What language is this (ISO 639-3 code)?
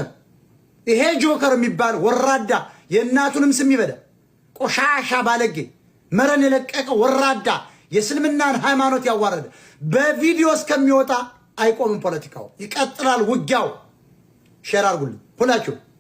amh